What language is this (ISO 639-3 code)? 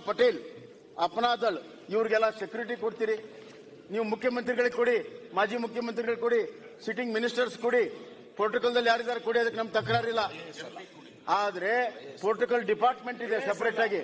kan